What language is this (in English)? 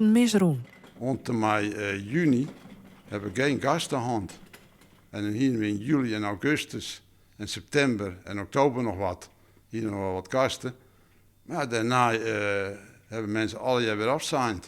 Western Frisian